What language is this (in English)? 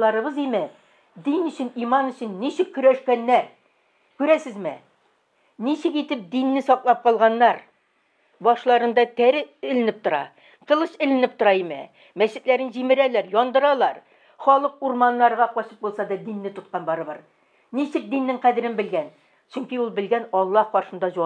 Tatar